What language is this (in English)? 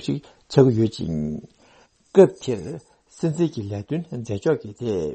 Tibetan